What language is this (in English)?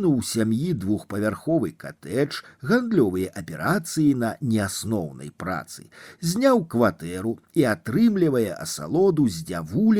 Belarusian